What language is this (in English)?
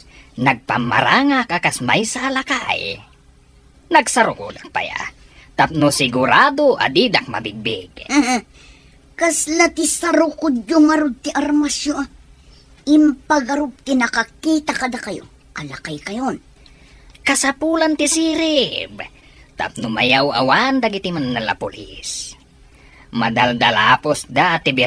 Iloko